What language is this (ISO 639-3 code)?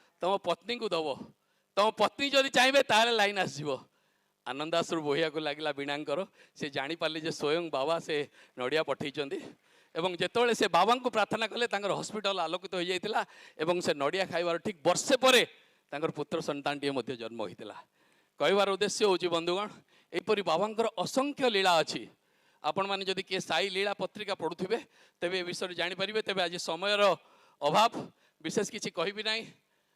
ori